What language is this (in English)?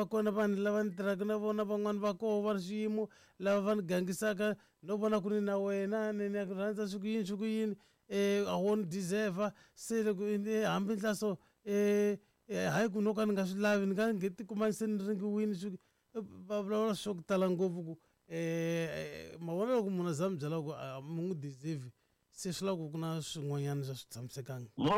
Tsonga